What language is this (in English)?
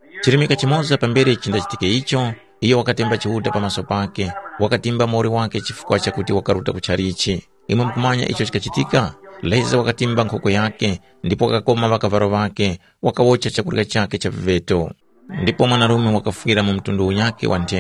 Tumbuka